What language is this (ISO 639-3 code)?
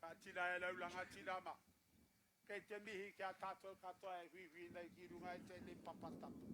mri